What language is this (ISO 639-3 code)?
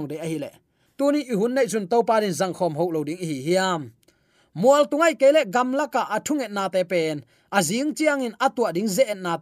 ctd